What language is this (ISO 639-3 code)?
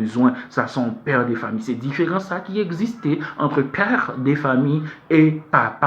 hat